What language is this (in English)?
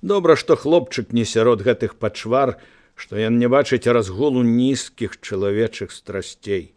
Belarusian